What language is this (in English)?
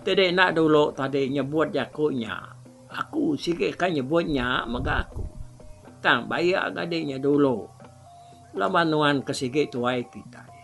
Iban